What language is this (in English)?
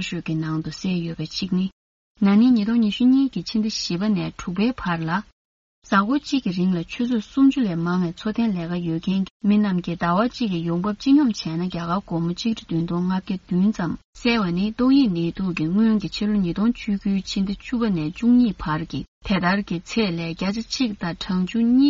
Tibetan